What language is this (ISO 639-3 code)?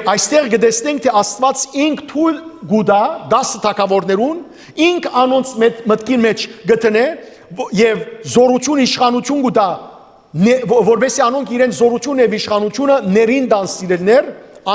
hyw